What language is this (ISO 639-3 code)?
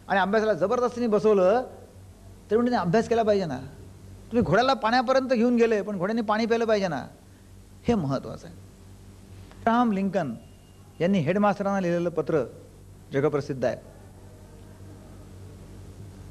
mar